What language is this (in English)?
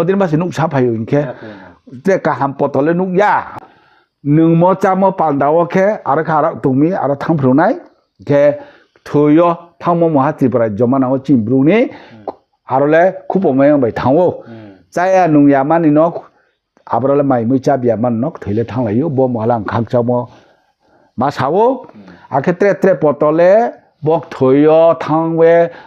Riang (India)